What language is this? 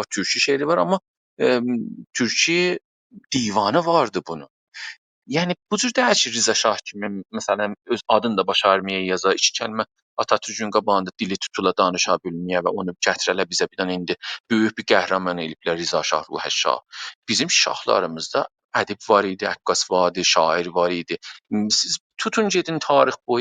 South Azerbaijani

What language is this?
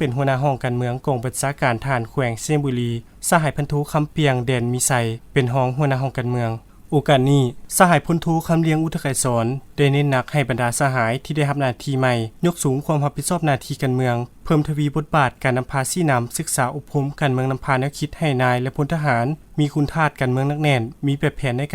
Lao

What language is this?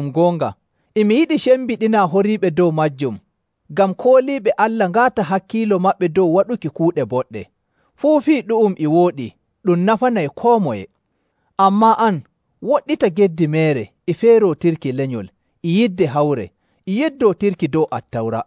Nigerian Fulfulde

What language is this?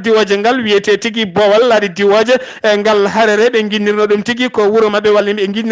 Fula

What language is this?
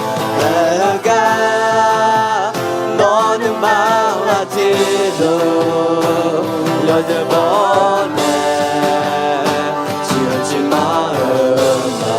Akha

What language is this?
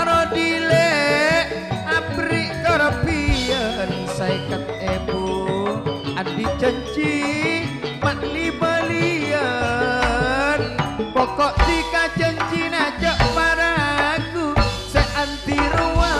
Madurese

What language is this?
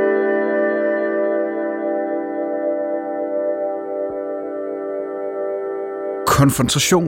Danish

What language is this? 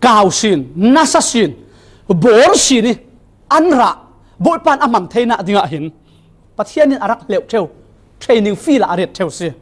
Falam Chin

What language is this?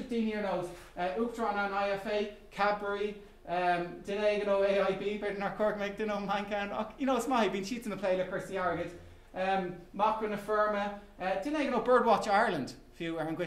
Irish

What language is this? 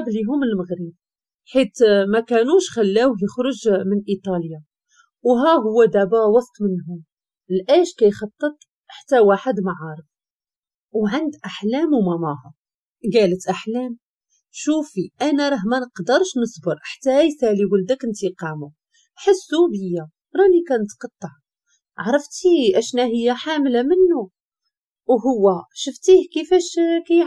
Moroccan Arabic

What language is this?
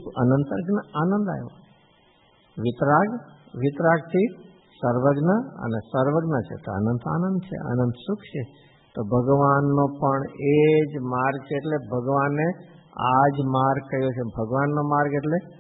Gujarati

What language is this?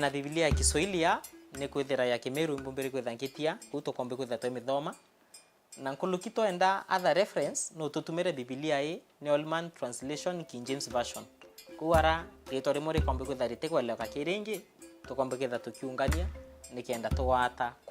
Meru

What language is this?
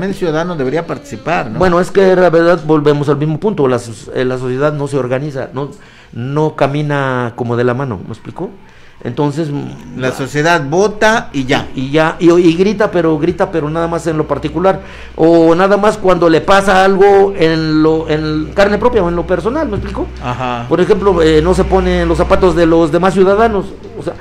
Spanish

